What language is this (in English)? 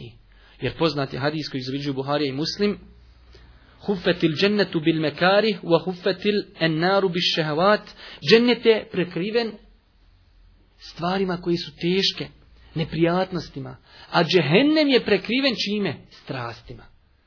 Bosnian